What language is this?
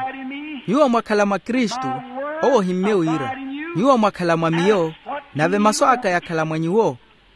Makhuwa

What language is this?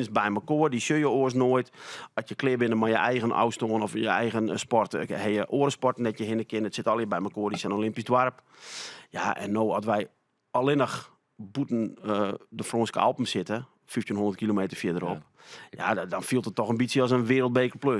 Western Frisian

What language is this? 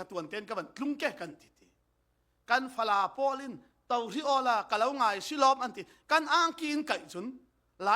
Falam Chin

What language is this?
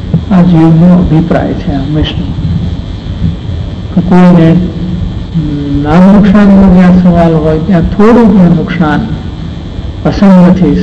Gujarati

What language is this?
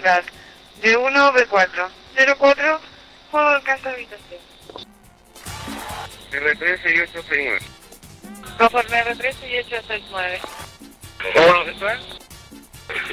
Spanish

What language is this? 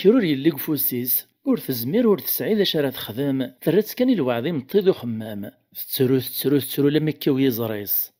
Kabyle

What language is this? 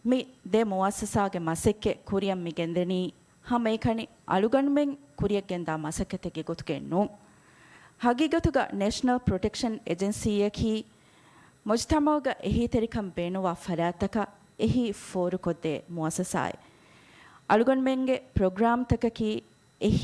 Divehi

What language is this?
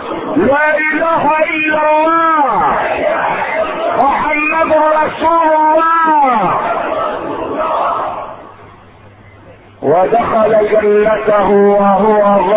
Arabic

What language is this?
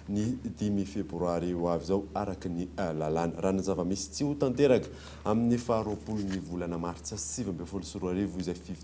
Malagasy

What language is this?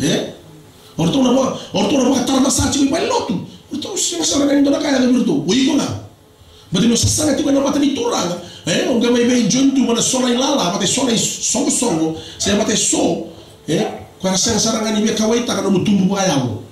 Fijian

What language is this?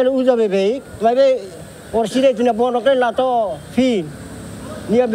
Tetum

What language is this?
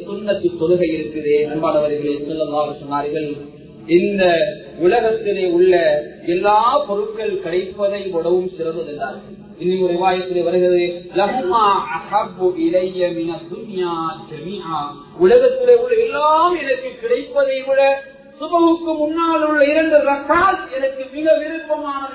Tamil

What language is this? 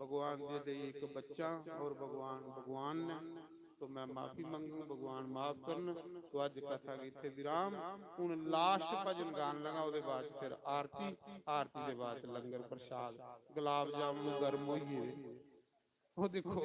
Dogri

